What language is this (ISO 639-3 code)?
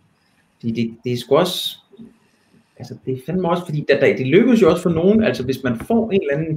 dan